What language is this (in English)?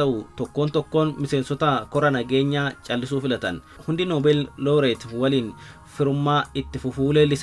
Oromo